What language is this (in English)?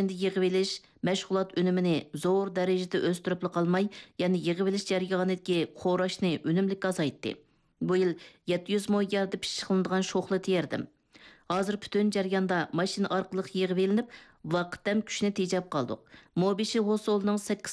Uyghur